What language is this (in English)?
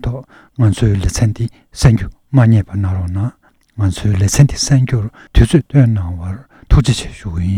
Tibetan